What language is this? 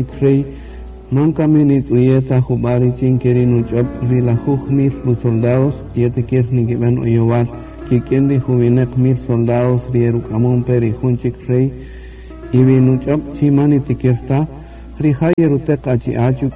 Kaqchikel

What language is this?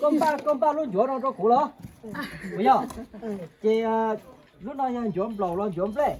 Hmong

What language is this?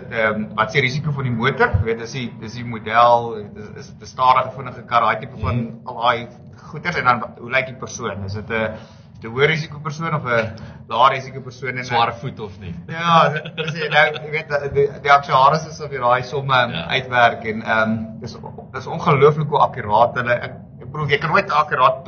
Afrikaans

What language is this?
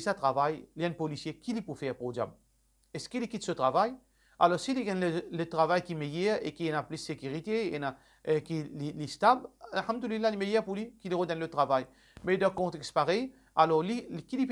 Morisyen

